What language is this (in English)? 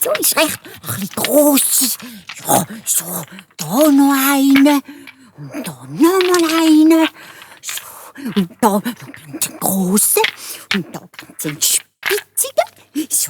Swiss German